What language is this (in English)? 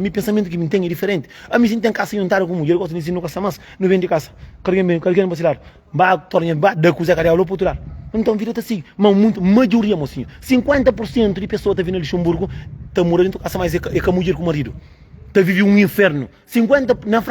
Kabuverdianu